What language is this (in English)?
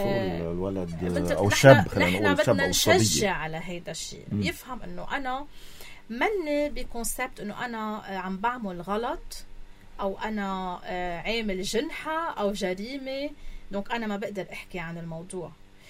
North Levantine Arabic